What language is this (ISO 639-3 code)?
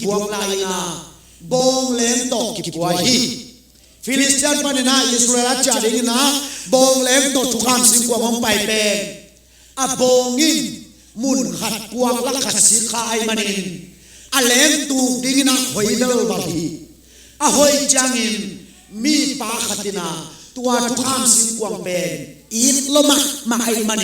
ctd